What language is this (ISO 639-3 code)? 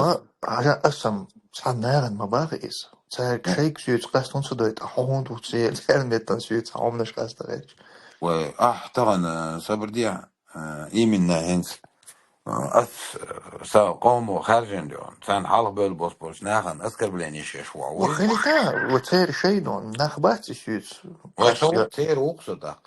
che